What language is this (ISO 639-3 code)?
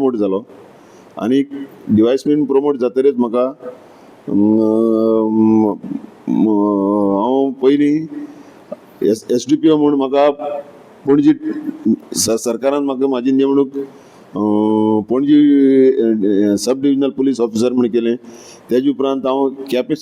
kok